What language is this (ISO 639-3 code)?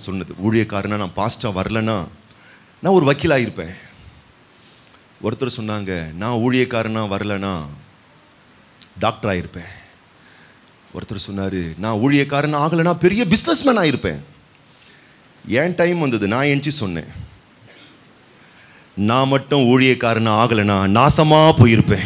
tam